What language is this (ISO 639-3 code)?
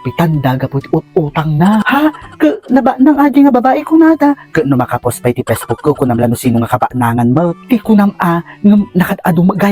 ilo